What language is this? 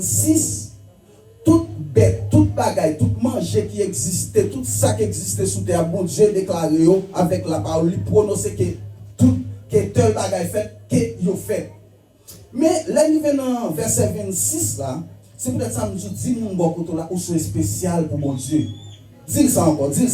Haitian Creole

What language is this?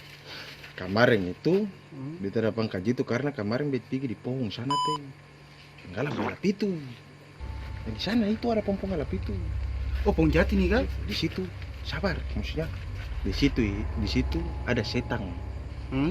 Ambonese Malay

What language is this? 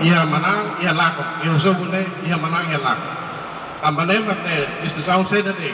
Tetum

